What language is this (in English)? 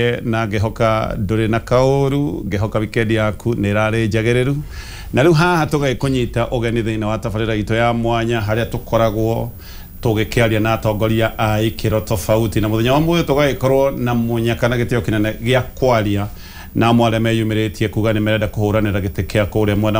Kikuyu